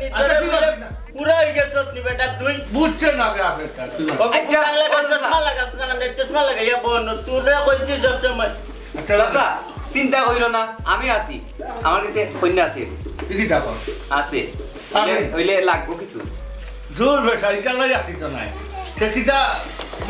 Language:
Sylheti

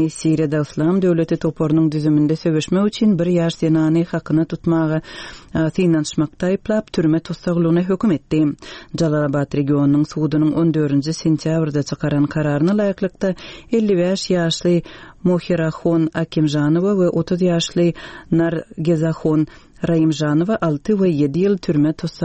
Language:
Turkmen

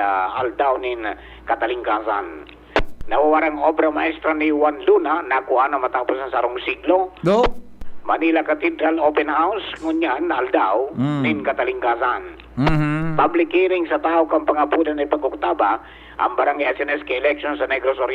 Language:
Bikol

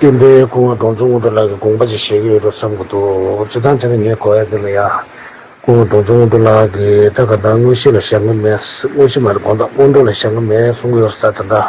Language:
Tibetan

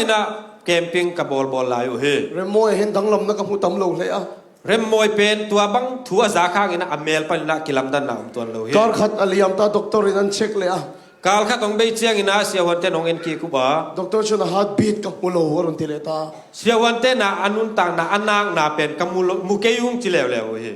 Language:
Tedim Chin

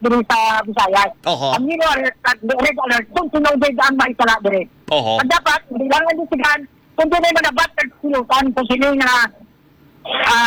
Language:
Filipino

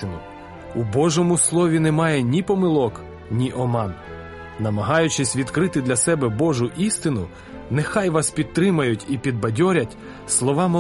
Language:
Ukrainian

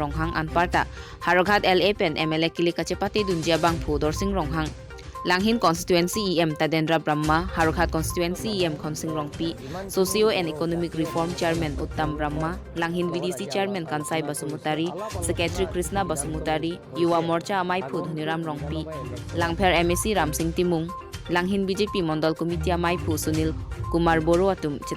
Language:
Karbi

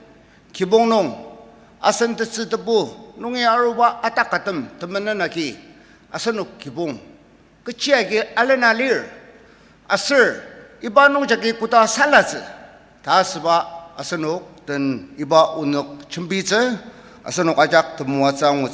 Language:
Ao Naga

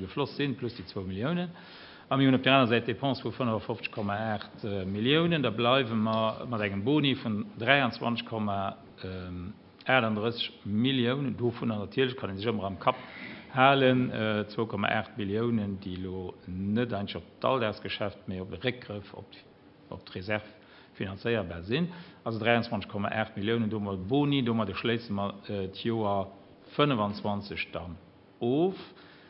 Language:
Luxembourgish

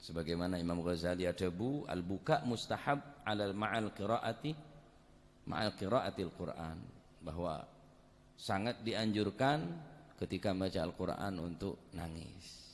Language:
Madurese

